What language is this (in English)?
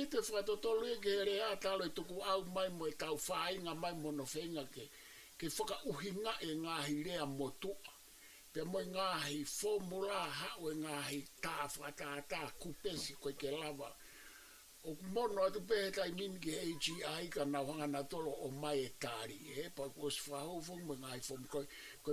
Tongan